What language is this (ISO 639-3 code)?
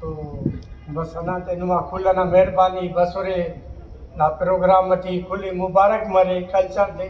brh